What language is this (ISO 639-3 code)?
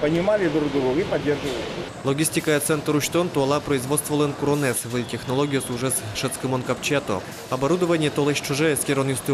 udm